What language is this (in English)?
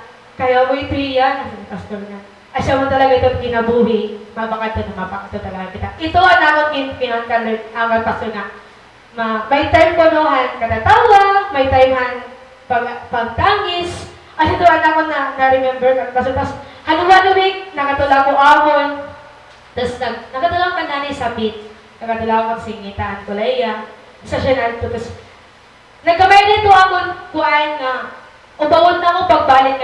Waray